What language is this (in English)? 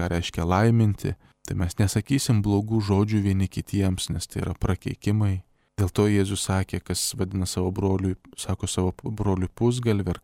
Lithuanian